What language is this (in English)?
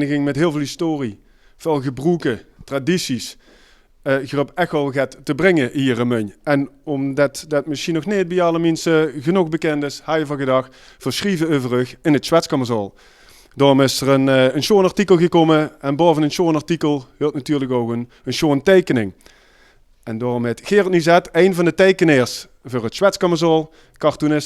Limburgish